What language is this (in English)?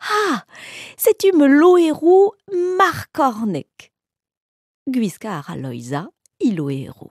Breton